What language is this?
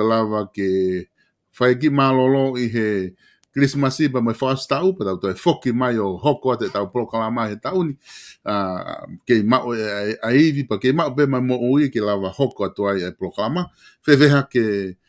Tongan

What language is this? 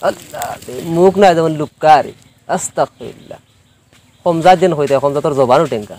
Sylheti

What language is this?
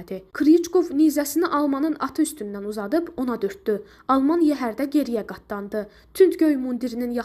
Azerbaijani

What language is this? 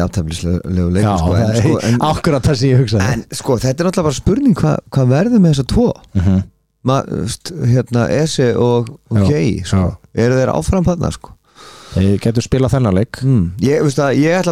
Icelandic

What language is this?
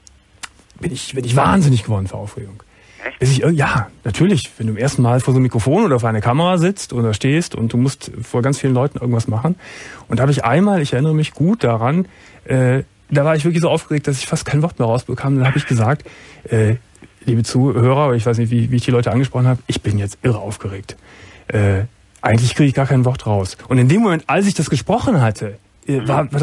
German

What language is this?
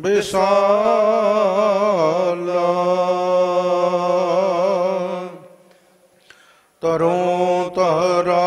Punjabi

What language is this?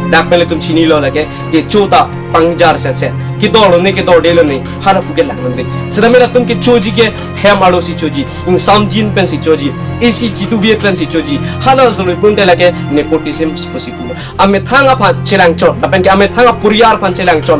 Karbi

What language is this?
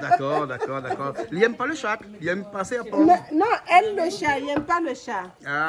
Réunion Creole French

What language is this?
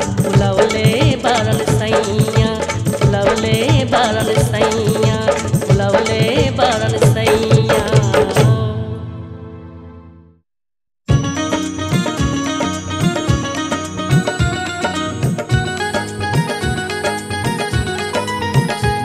Bhojpuri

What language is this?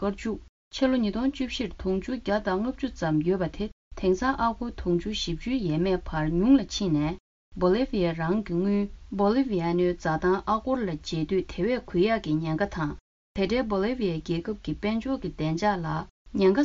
Tibetan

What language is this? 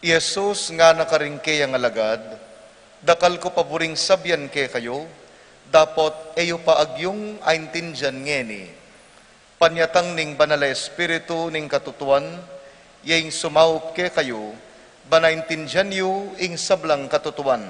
Pampanga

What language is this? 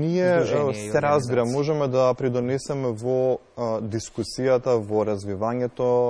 Macedonian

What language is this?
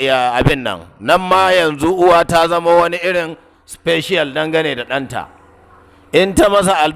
Hausa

